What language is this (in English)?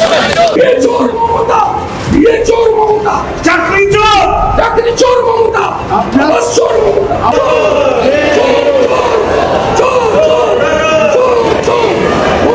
Bangla